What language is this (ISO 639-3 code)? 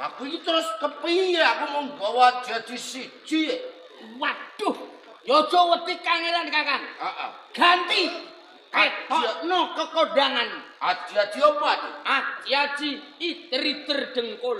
jav